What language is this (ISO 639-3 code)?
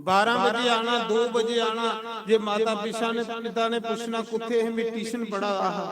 doi